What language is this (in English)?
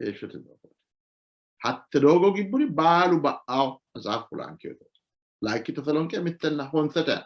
Sidamo